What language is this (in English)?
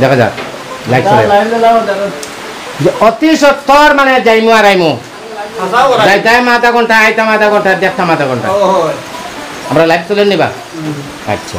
Sylheti